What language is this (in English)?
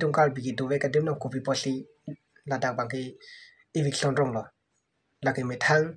Karbi